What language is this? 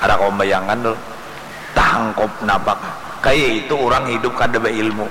Banjar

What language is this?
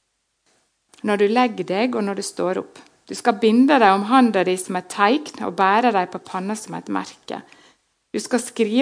Norwegian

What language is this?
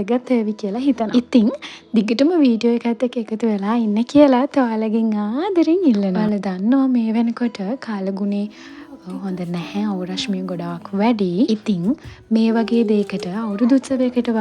Sinhala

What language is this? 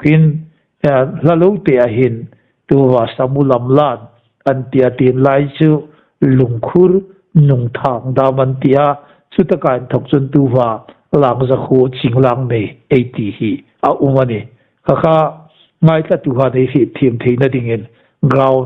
Hmar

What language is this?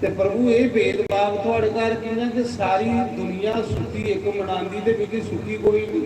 Dogri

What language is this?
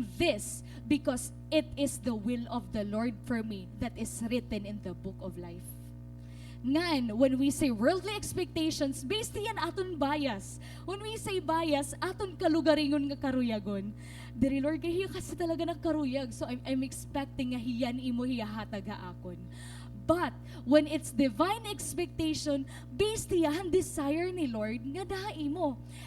Waray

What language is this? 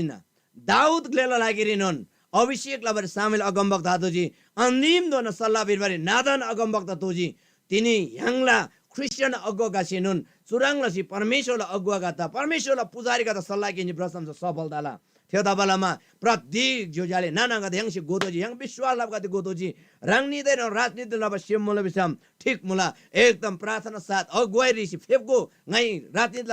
Eastern Tamang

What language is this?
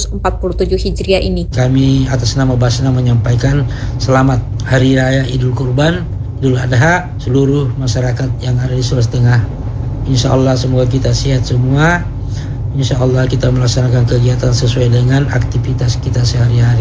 Indonesian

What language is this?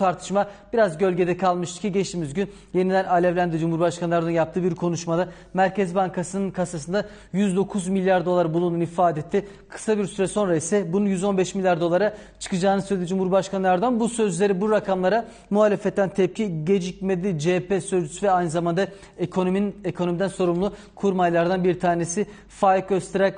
Turkish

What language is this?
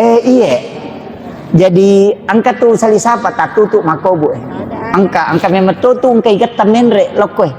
Buginese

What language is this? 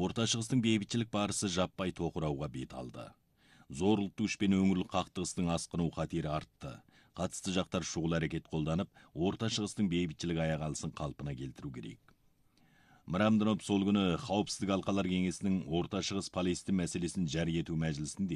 Kazakh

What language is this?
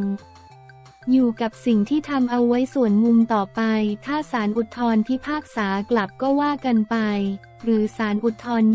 Thai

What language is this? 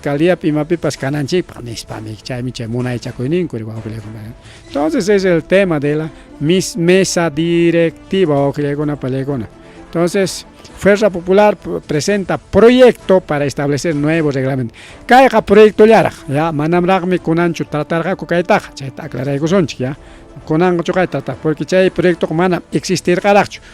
Ayacucho Quechua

